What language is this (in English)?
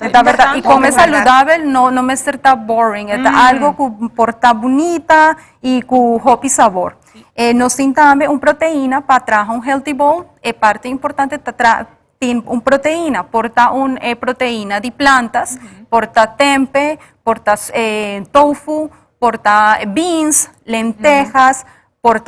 Papiamento